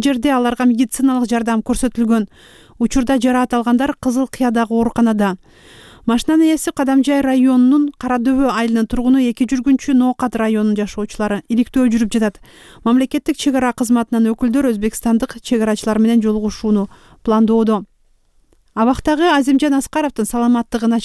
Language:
Kyrgyz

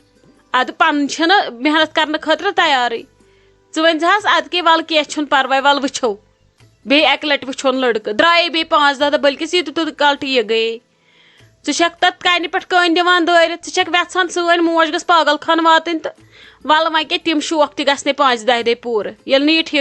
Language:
Kashmiri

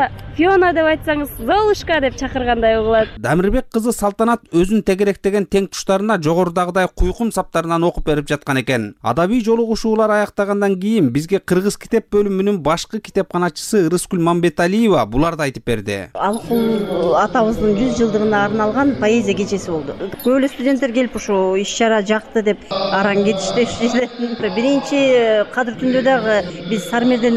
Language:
Kyrgyz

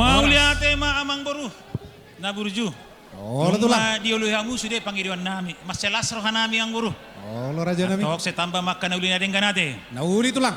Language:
Batak Toba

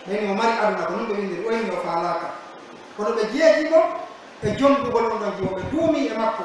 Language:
Pular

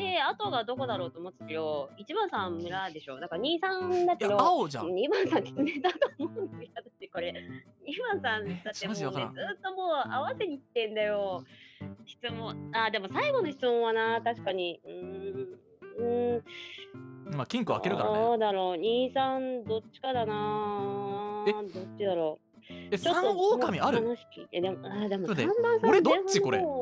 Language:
Japanese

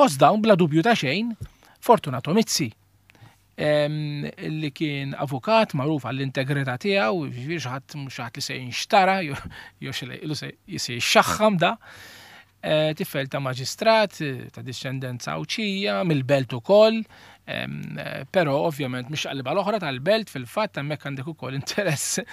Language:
Maltese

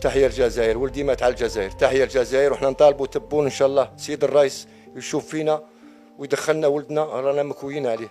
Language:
Algerian Arabic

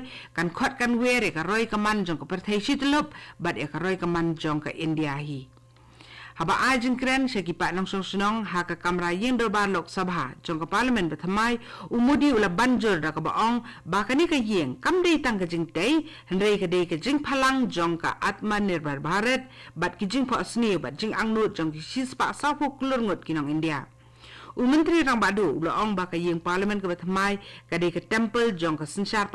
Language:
Khasi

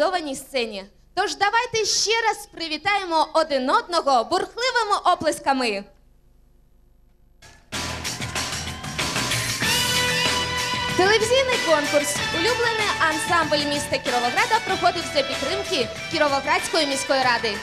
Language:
Ukrainian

